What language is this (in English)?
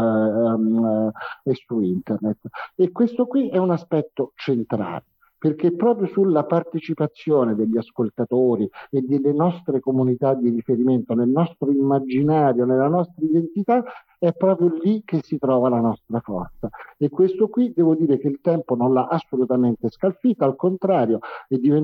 Italian